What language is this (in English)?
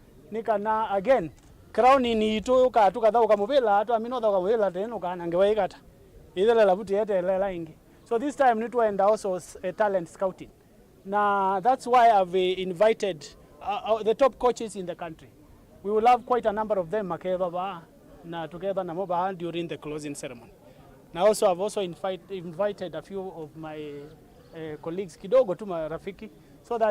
Kamba